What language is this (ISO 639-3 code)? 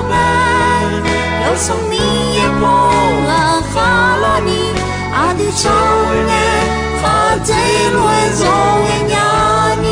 ahk